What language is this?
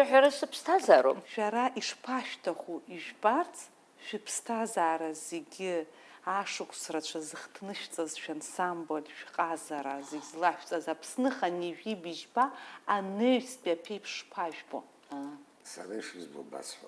Abkhazian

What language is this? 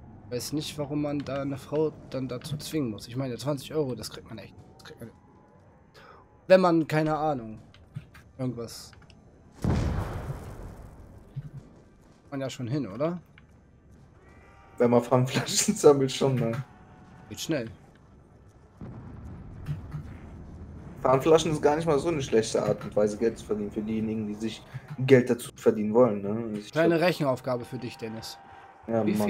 German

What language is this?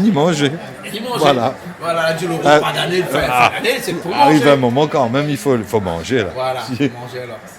Réunion Creole French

